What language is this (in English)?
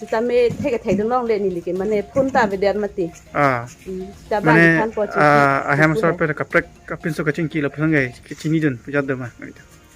Karbi